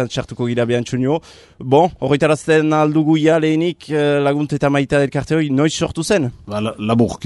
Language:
Basque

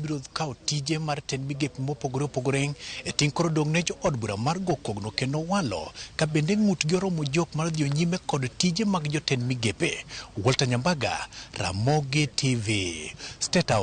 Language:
Luo (Kenya and Tanzania)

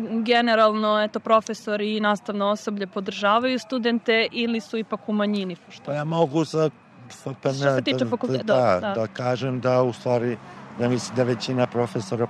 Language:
Serbian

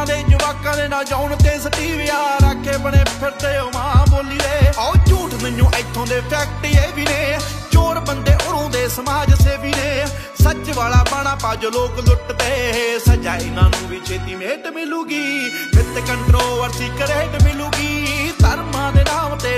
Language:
Punjabi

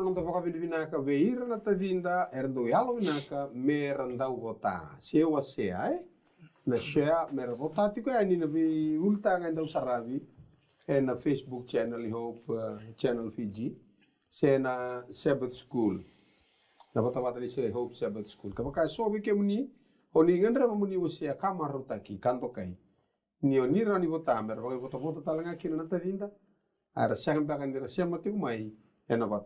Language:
Fijian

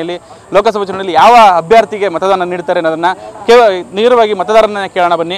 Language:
Kannada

